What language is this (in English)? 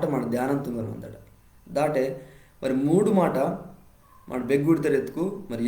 Koya